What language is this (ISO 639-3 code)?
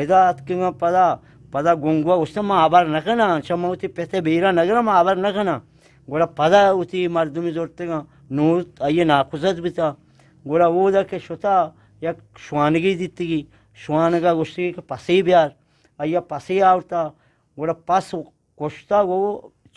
bgp